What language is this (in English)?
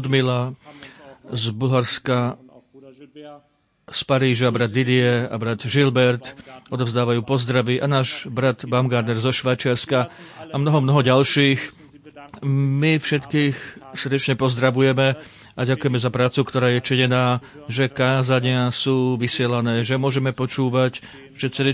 Slovak